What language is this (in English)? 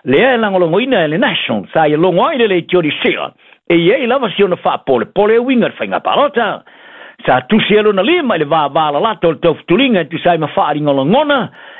Samoan